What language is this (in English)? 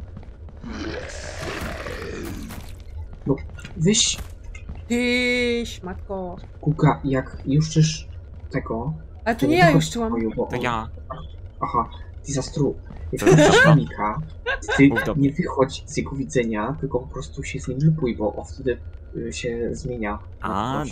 Polish